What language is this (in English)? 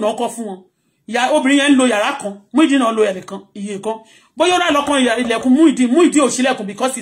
Yoruba